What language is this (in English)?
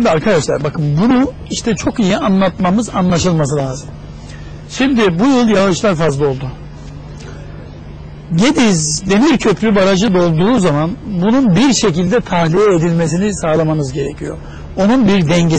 Turkish